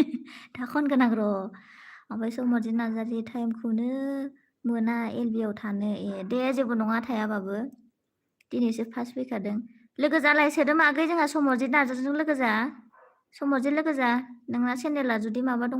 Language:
Bodo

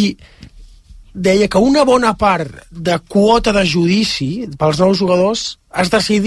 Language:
Catalan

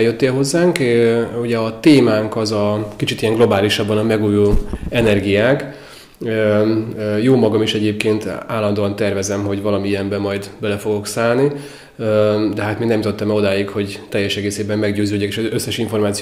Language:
Hungarian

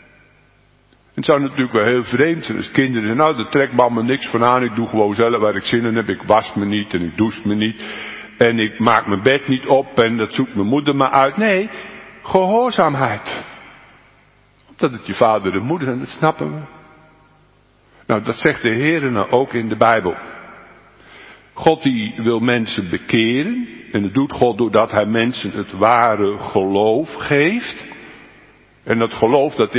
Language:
Dutch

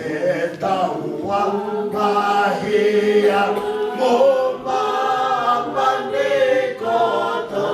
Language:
Tongan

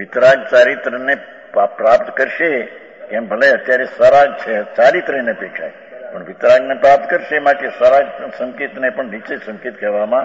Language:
Gujarati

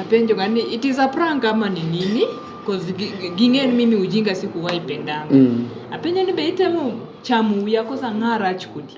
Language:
Luo (Kenya and Tanzania)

